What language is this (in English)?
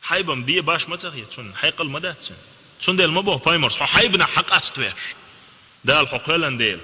Chechen